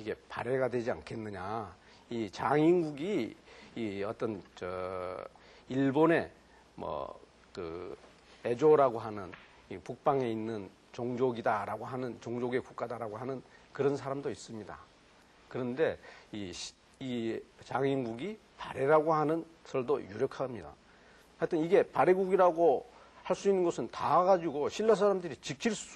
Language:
Korean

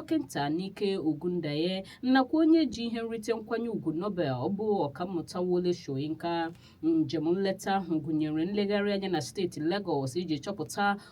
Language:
Igbo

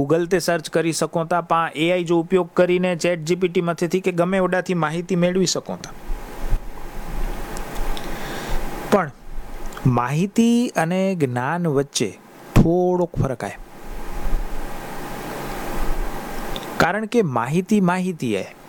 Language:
Gujarati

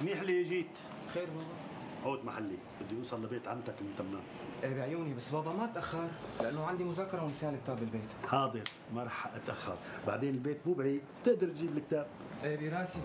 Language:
North Levantine Arabic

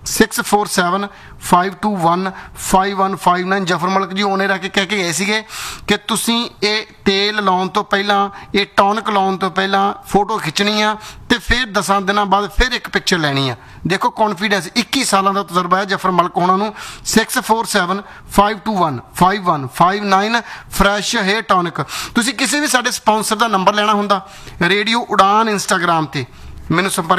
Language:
Punjabi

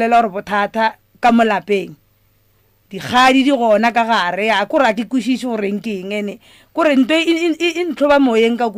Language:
Northern Sotho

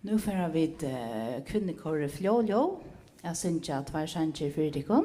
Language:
Faroese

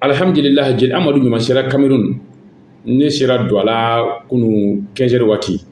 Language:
Bambara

